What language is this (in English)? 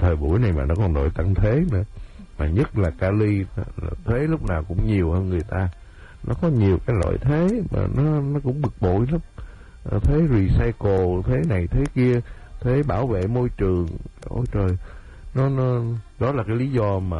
Vietnamese